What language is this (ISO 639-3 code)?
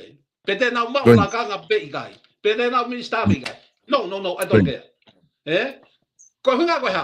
ton